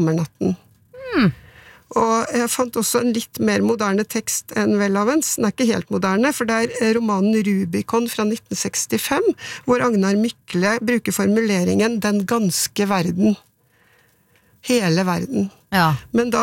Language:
Norwegian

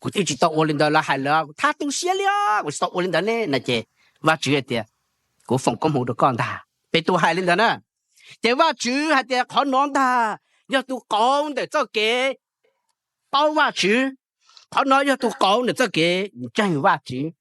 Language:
Hmong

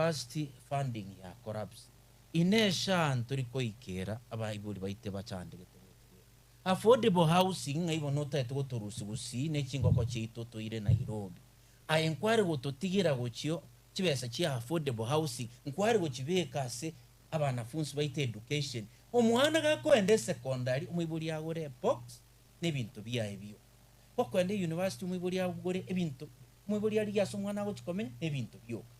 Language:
Gusii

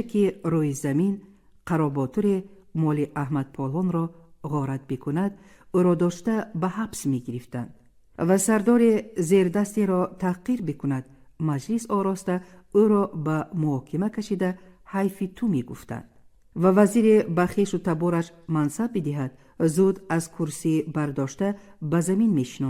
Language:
Tajik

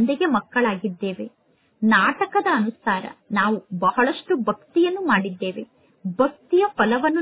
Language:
Kannada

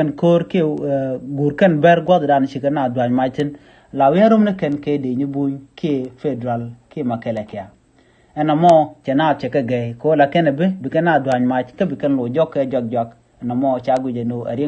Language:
Nuer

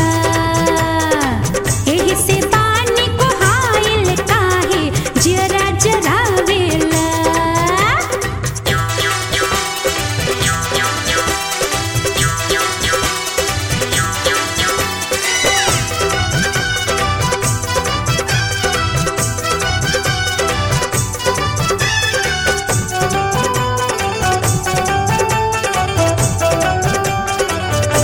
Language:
Bhojpuri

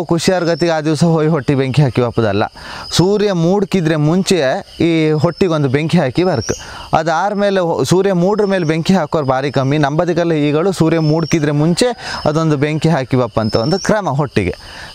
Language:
Kannada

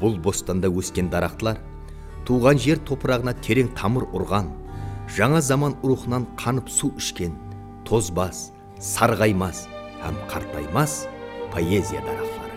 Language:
Kara-Kalpak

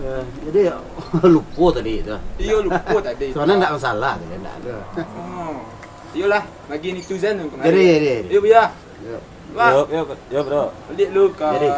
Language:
Minangkabau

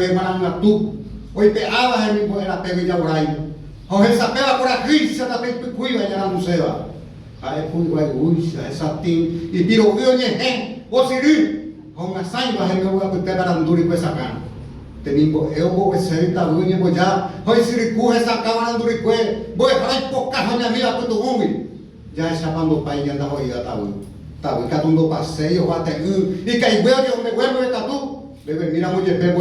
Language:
Guarani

